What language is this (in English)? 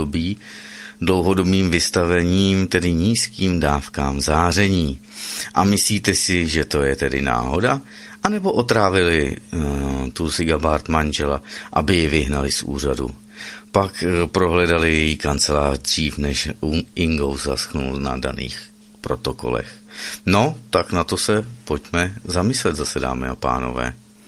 Czech